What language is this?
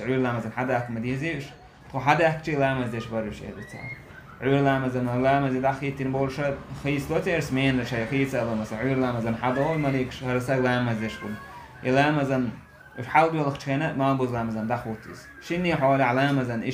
Chechen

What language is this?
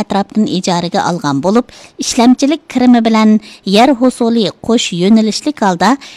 Uyghur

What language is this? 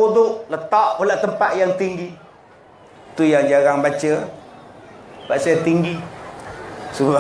Malay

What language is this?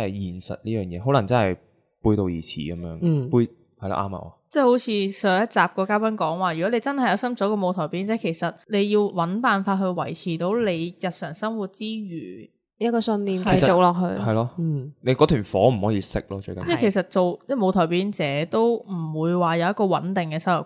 Cantonese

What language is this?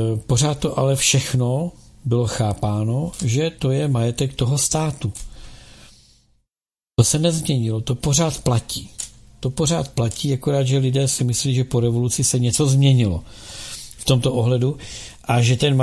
Czech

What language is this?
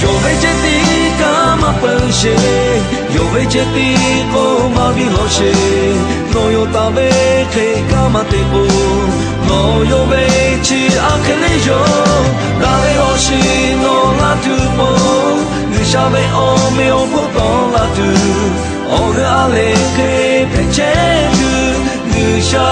Lahu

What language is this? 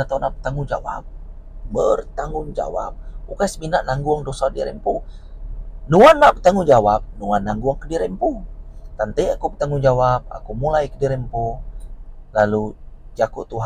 Iban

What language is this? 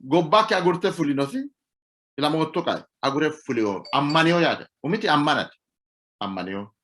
Sidamo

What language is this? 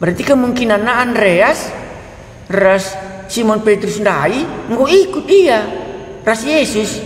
Batak Karo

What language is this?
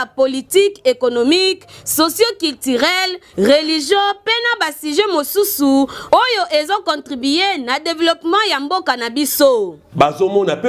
Lingala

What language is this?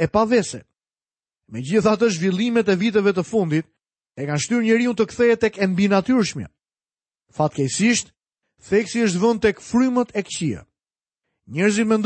Albanian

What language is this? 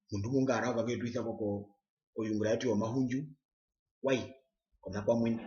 Herero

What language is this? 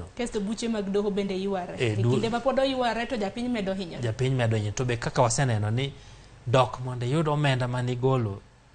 Luo (Kenya and Tanzania)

